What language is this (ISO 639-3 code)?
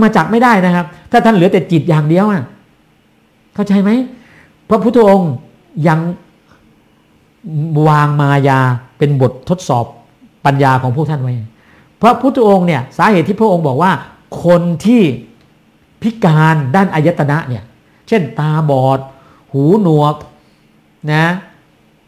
tha